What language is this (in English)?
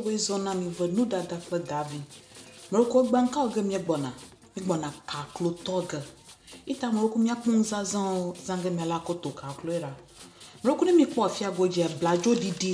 Ewe